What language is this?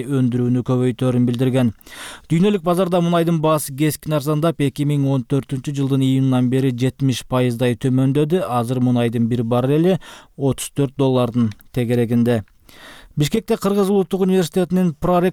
Kyrgyz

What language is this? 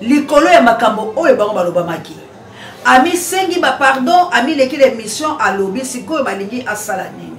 Lingala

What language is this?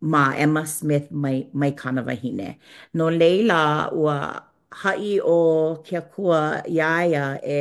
Hawaiian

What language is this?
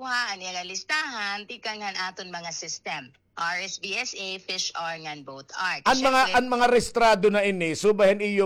Waray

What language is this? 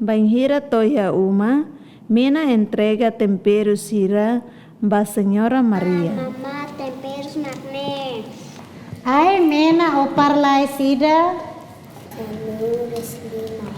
Tetum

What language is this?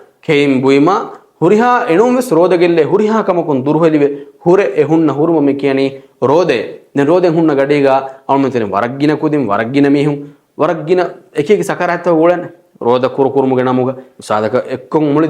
Divehi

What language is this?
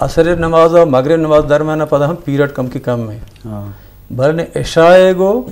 Eastern Balochi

